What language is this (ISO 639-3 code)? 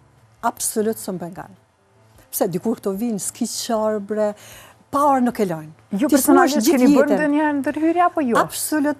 sqi